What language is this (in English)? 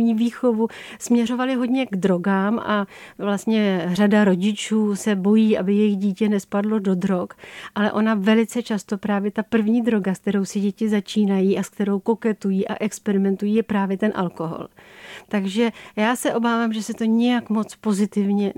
Czech